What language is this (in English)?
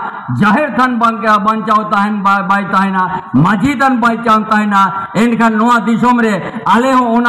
Santali